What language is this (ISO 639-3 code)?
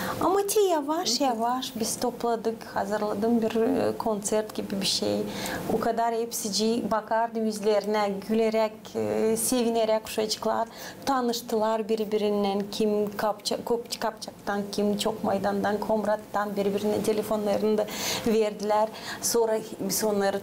gag